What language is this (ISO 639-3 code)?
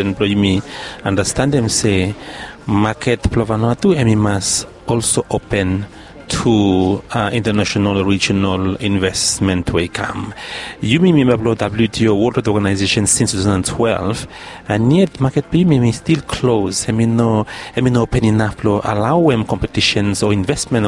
bis